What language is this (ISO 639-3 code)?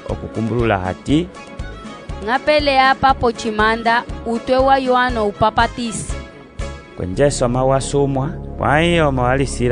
umb